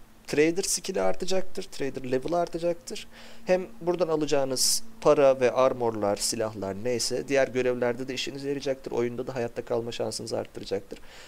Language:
Turkish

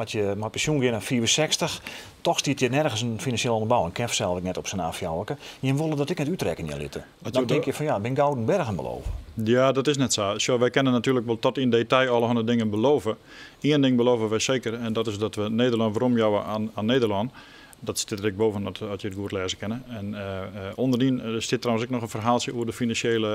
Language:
Western Frisian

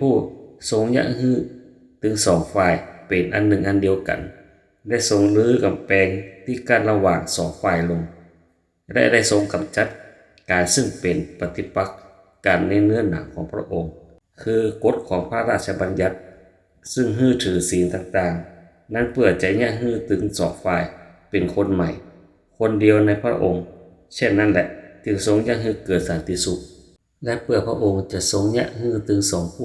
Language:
Northern Thai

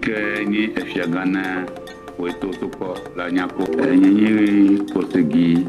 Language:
Ewe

